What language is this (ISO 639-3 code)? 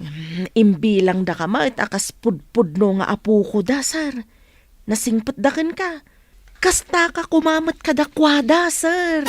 ilo